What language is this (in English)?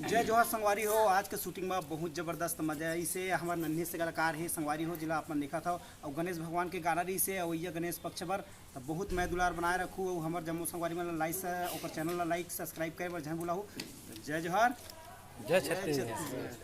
Chhattisgarhi